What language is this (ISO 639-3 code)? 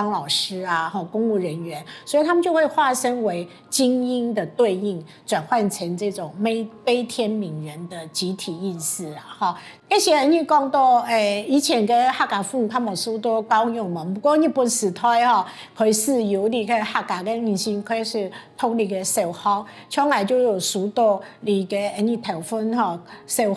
hak